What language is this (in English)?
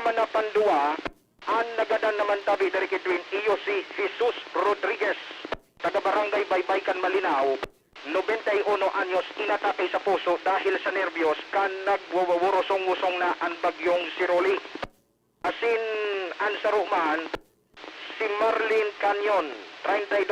Bikol